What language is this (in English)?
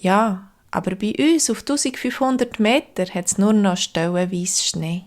Swiss German